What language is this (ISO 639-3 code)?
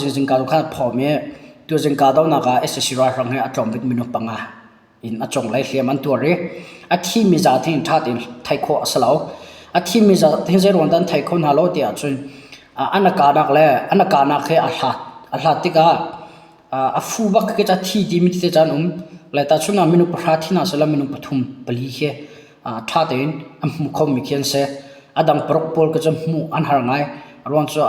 cnh